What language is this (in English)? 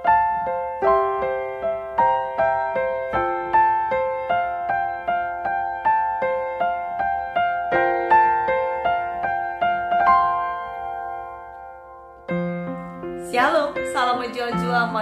Batak Karo